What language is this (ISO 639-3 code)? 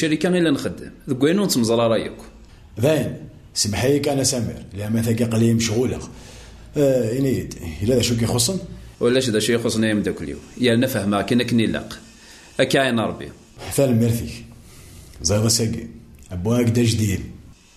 kab